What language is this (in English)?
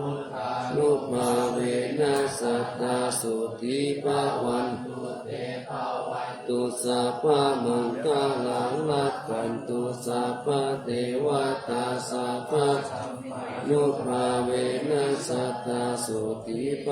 Pali